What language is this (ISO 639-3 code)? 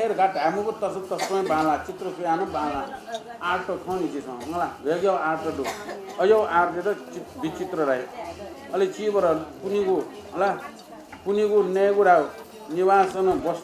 new